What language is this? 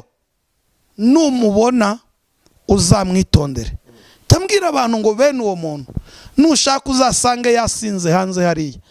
Kinyarwanda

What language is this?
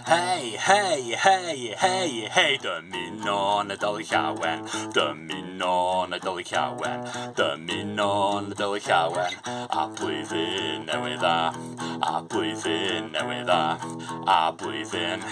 Welsh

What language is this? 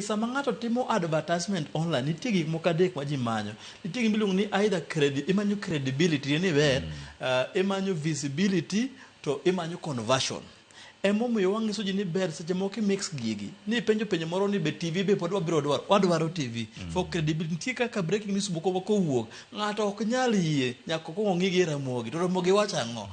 Luo (Kenya and Tanzania)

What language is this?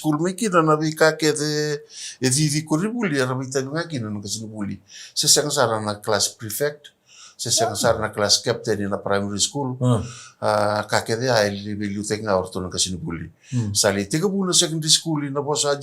Fijian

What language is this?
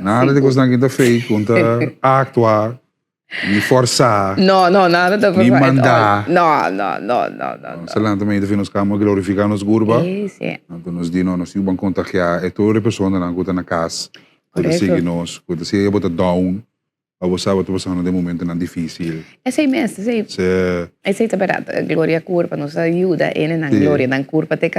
Papiamento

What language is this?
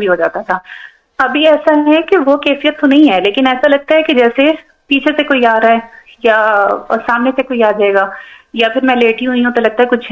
Urdu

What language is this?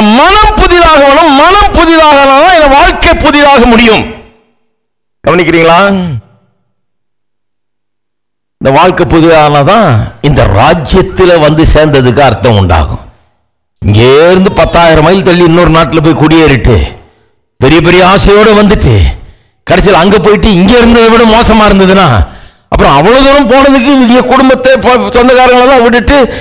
Tamil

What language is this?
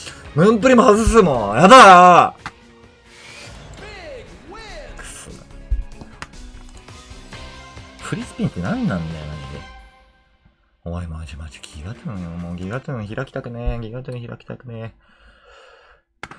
Japanese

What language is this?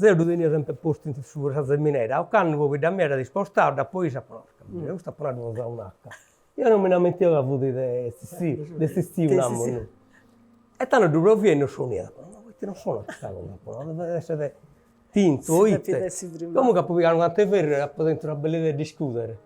Sardinian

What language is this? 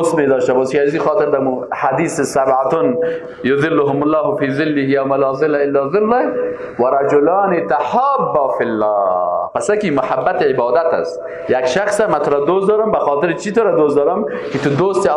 Persian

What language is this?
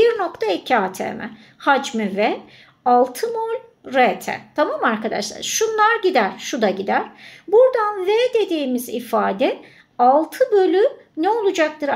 Turkish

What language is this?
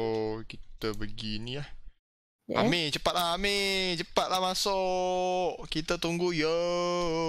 Malay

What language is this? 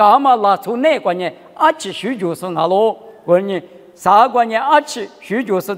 Lisu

